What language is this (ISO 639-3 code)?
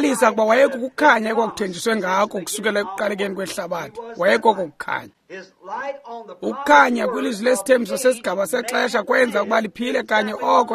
xho